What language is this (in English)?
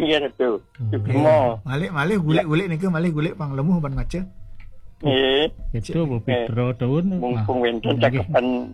Balinese